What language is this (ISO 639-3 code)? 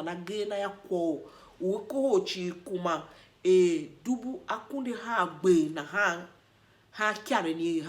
tiv